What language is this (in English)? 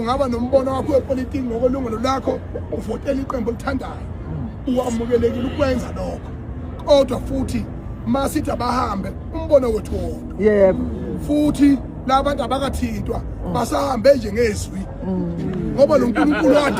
Zulu